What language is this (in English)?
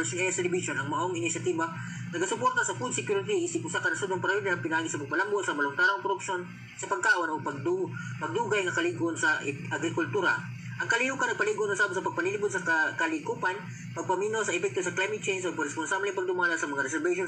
Cebuano